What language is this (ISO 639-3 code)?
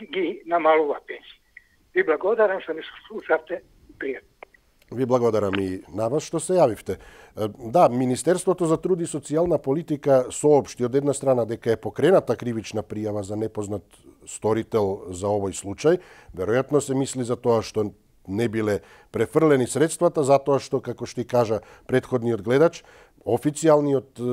mkd